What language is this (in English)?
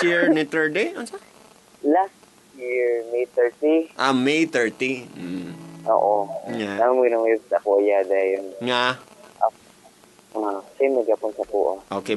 Cebuano